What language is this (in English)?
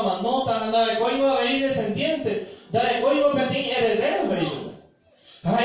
Guarani